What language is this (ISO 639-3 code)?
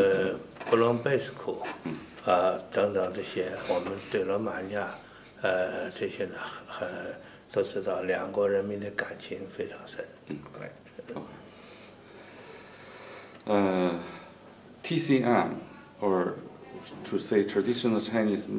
ron